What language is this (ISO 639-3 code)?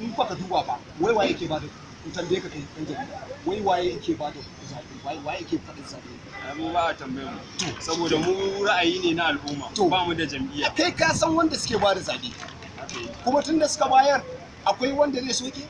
hau